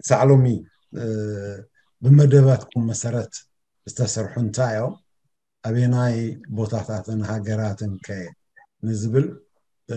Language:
Tigrinya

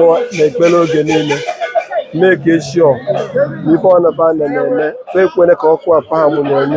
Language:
Igbo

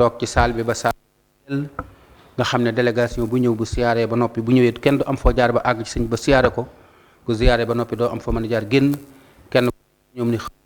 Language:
Wolof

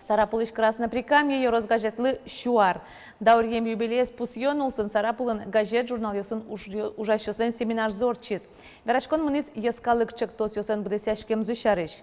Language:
Udmurt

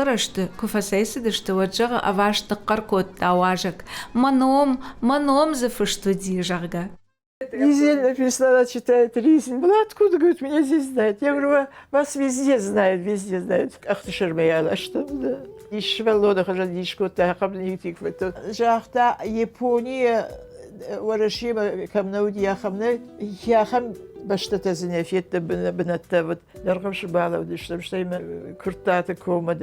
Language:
Ossetic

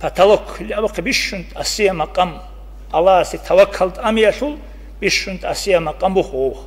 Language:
Avaric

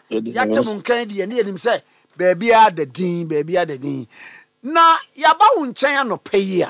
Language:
Akan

